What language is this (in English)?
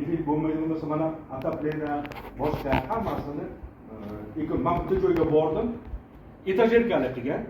Uzbek